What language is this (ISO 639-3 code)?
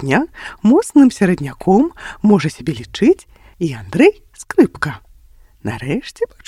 bel